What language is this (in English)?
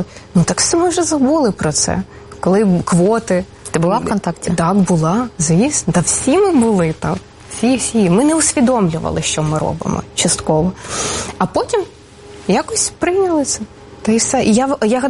Ukrainian